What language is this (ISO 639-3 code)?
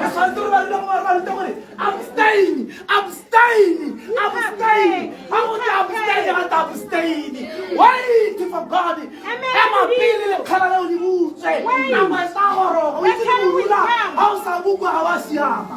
tsn